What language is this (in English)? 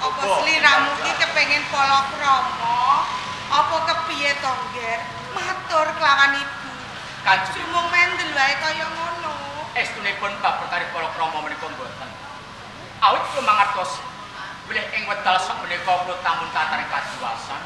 Javanese